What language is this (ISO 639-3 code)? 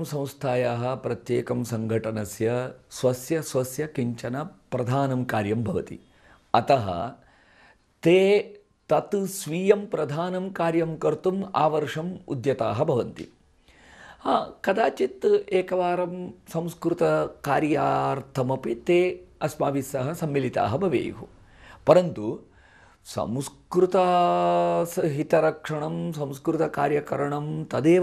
san